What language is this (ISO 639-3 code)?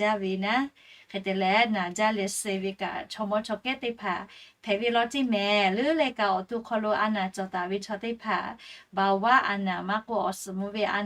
lhu